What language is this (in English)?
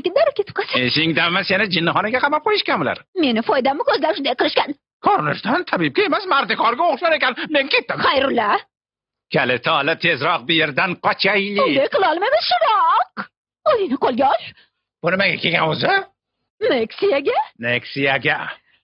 Uzbek